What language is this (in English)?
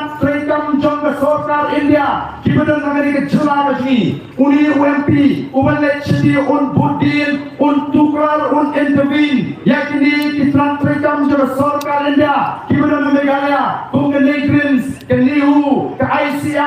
Khasi